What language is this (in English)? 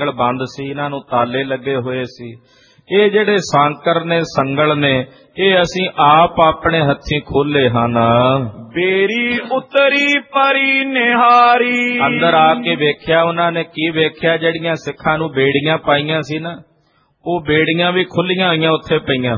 Punjabi